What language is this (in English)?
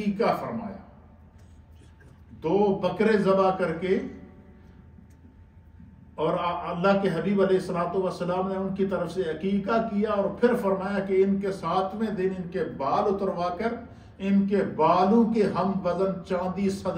Urdu